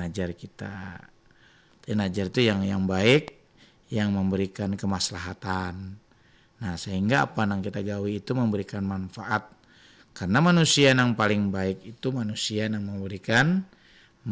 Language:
Banjar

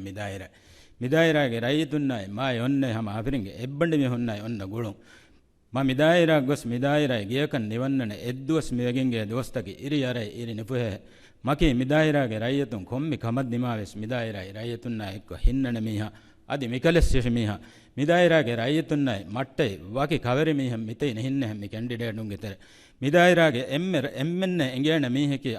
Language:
Divehi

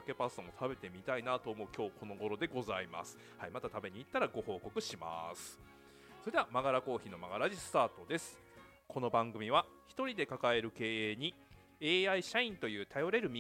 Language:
Japanese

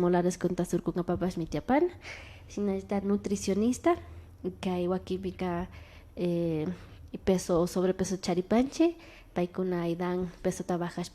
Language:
Imbabura Highland Quichua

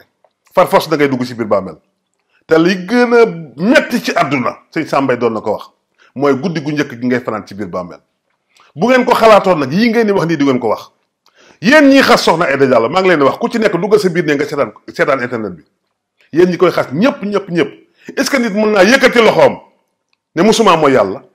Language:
Wolof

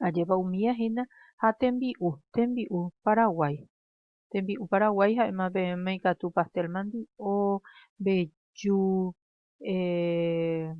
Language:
Guarani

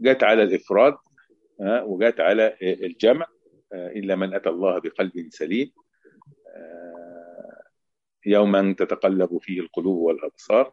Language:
Egyptian Arabic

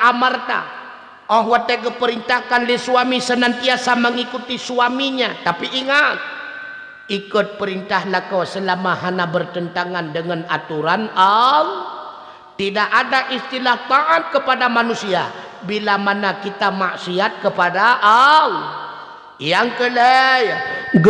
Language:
Achinese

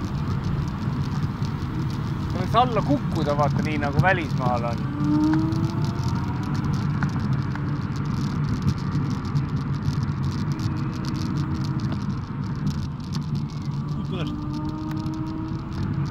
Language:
Estonian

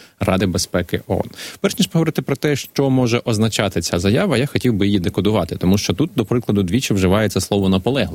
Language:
Ukrainian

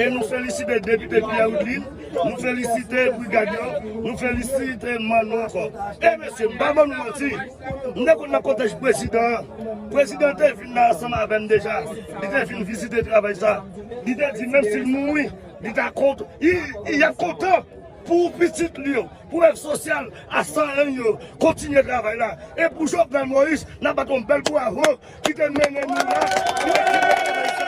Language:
Haitian Creole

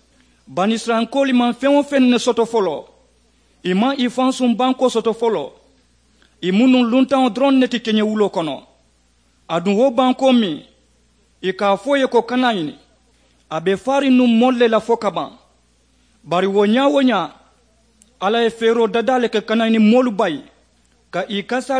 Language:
Mandingo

